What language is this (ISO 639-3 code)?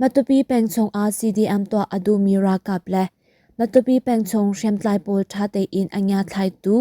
cnh